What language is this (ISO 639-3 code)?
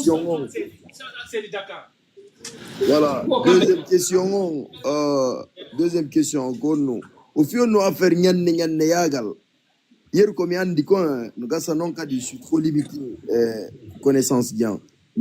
ful